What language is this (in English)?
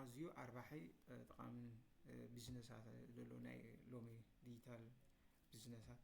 Tigrinya